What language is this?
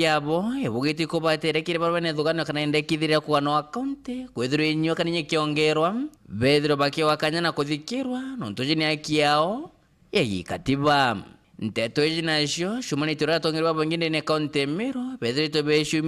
Meru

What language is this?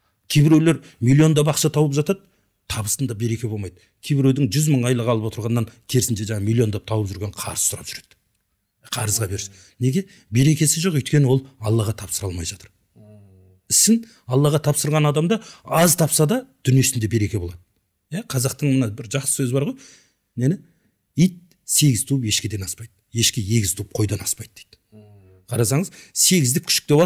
Kazakh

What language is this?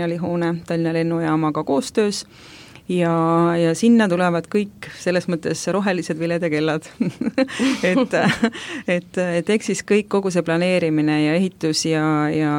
Estonian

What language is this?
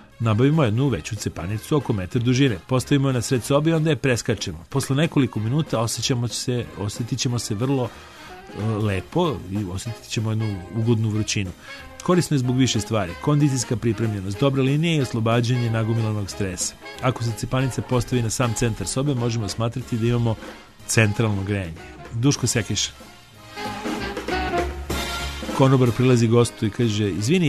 Serbian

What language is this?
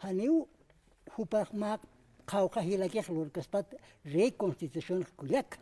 Aymara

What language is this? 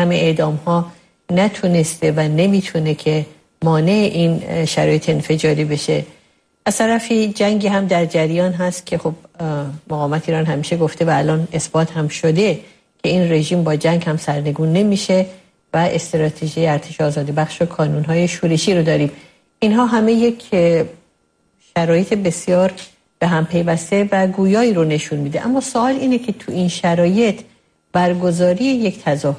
Persian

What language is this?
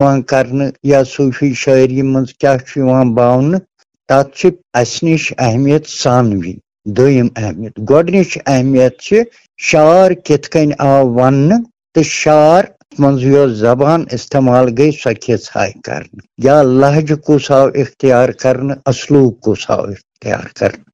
Kashmiri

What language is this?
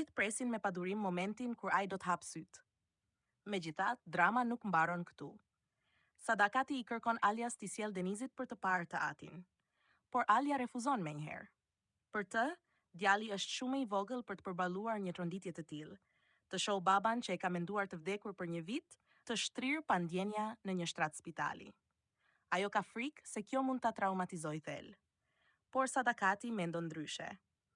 Albanian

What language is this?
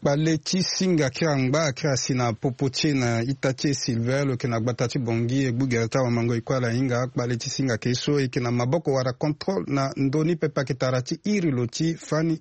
Sango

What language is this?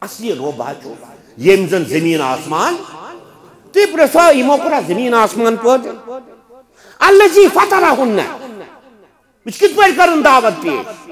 Kashmiri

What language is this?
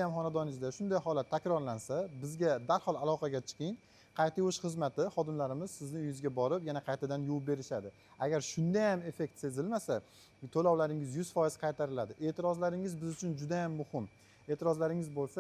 Uzbek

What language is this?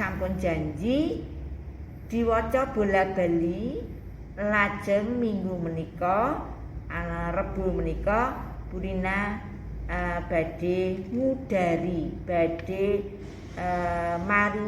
Javanese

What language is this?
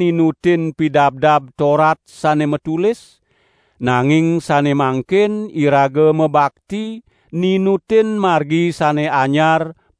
Balinese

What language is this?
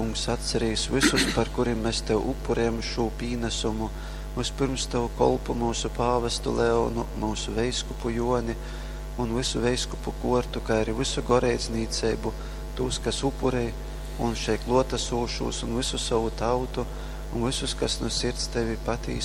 Latgalian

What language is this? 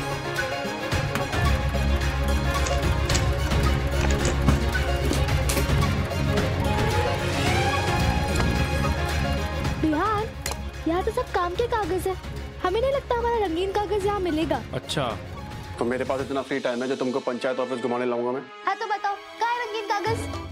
Hindi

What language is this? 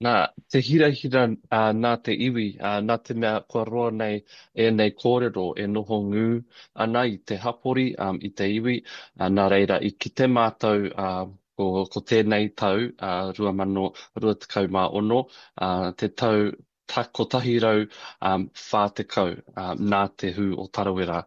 Māori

